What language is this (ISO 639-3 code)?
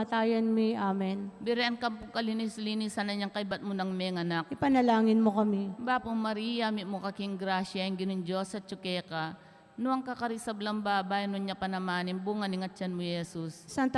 pam